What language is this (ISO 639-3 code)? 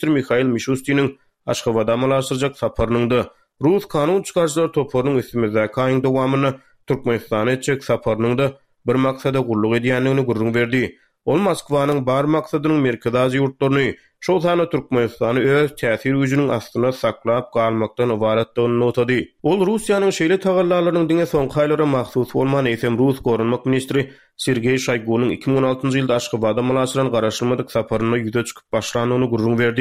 tuk